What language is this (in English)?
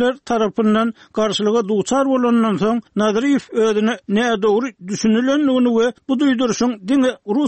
Turkmen